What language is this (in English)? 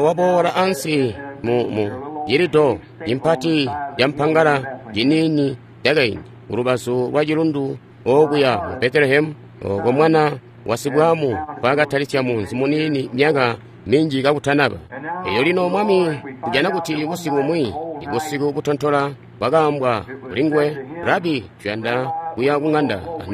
Tonga (Zambia)